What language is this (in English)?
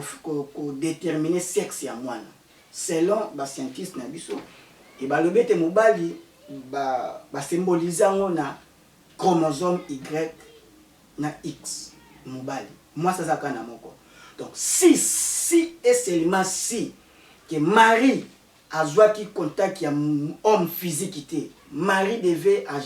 Lingala